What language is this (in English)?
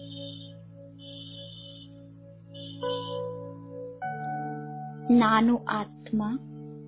Kannada